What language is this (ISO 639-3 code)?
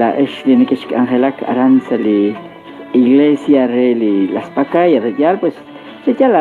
kek